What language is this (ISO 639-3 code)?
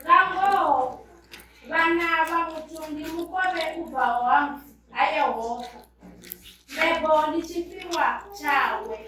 ven